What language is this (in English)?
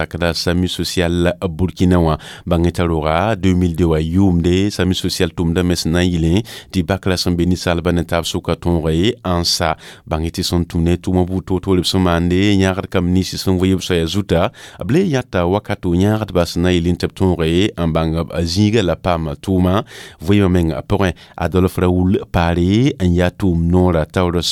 Mossi